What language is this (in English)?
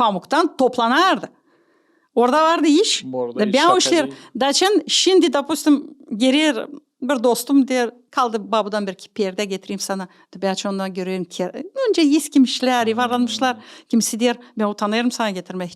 Gagauz